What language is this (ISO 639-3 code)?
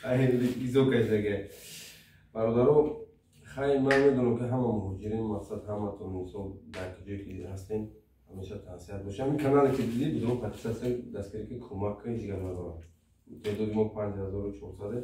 tgk